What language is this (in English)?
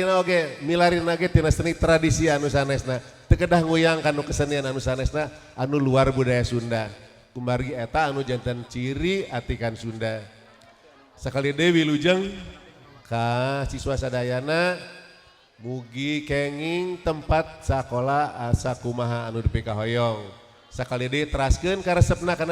Sundanese